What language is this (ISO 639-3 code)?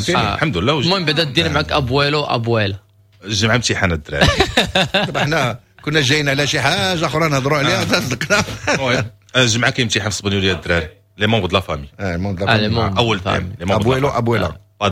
ary